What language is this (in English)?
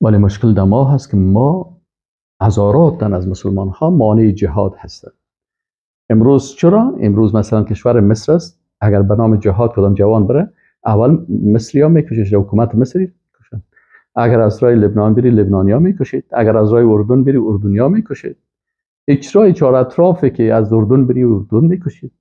Persian